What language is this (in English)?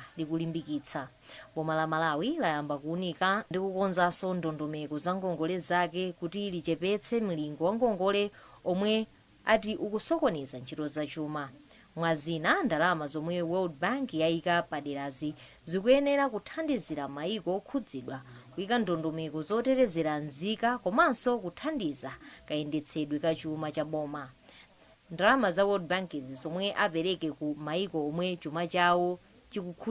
Nyanja